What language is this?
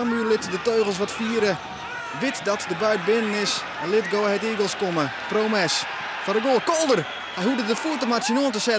Western Frisian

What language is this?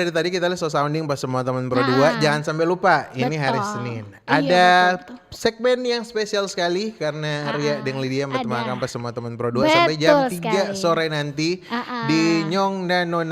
Manado Malay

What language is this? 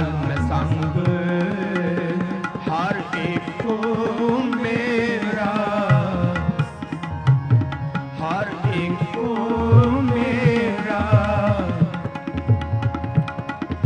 Punjabi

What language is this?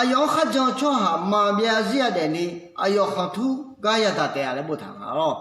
Akha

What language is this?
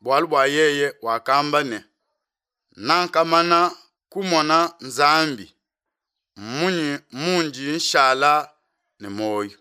Luba-Lulua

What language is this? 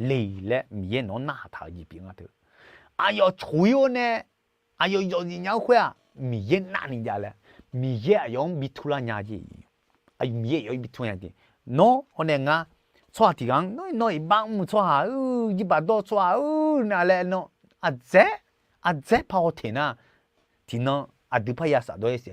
Akha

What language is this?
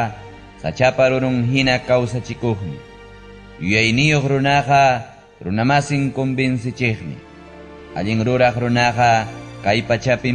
Ayacucho Quechua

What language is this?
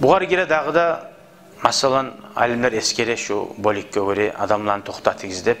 Kumyk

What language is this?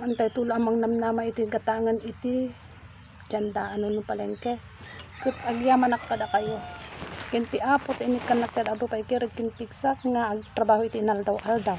Iloko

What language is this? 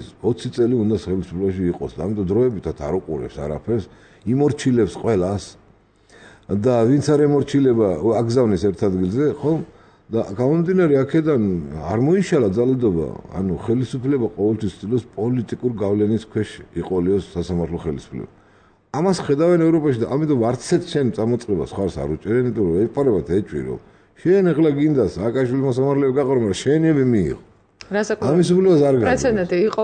Georgian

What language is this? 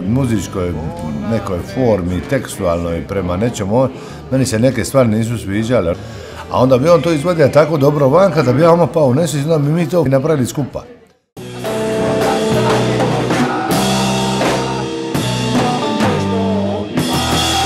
Croatian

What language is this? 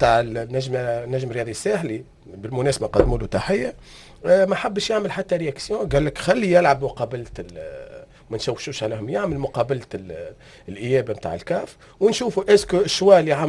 Tunisian Arabic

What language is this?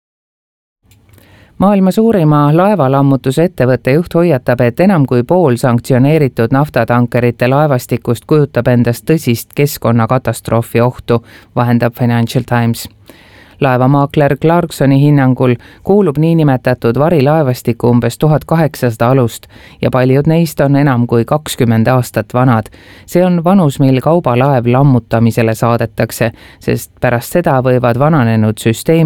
Estonian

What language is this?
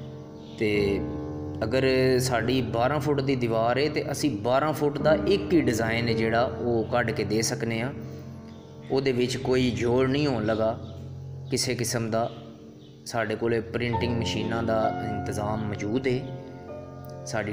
Punjabi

